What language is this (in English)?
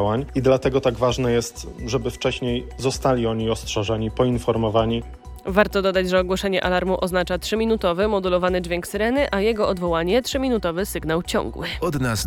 Polish